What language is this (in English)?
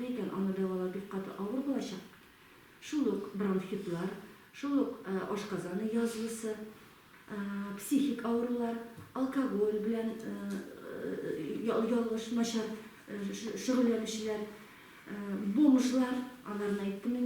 Tatar